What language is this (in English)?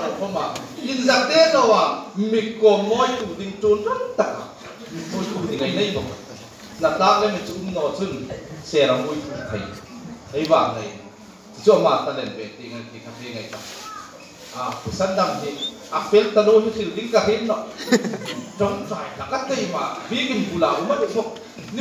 Hmar